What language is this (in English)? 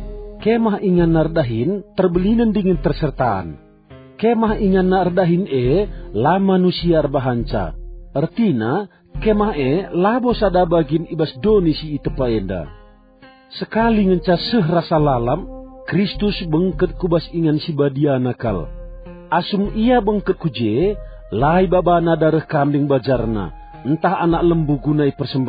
Batak Karo